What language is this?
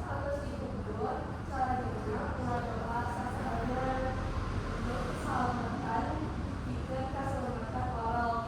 Sundanese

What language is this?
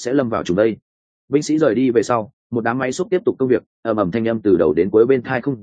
Vietnamese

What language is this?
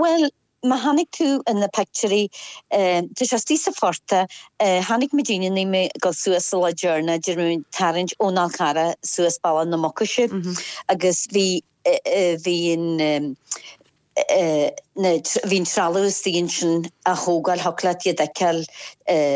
Irish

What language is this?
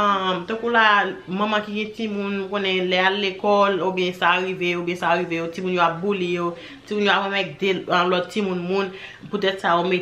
Haitian Creole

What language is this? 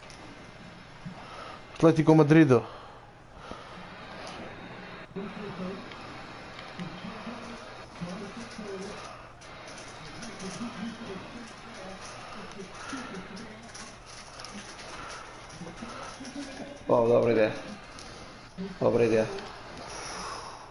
Croatian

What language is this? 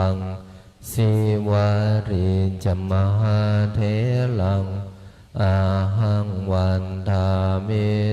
Pali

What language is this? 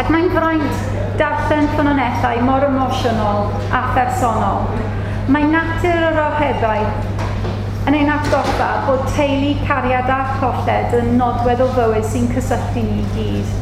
Welsh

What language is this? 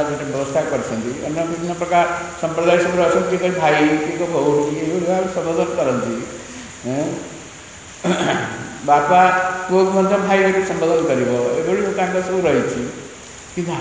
Odia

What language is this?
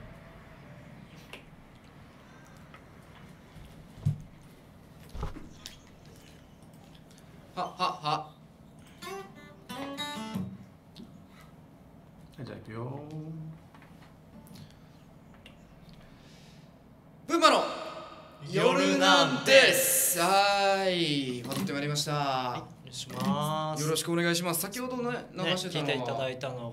Japanese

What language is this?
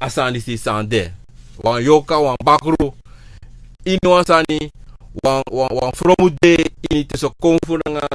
Sranan Tongo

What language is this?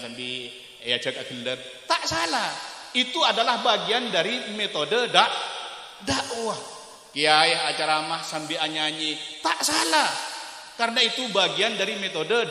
Madurese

